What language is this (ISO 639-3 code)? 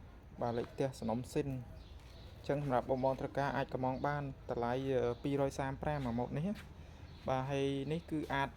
khm